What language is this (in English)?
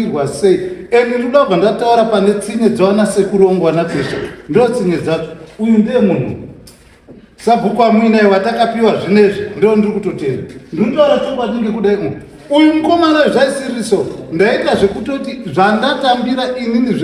Shona